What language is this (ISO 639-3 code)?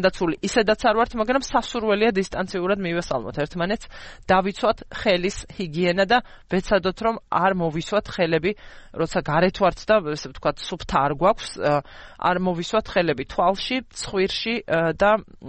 kat